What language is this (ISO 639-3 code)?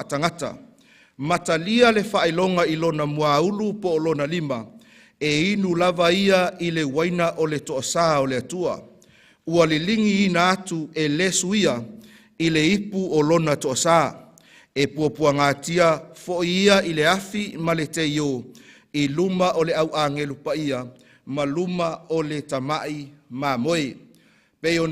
smo